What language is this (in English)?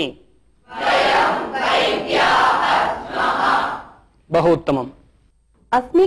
Sanskrit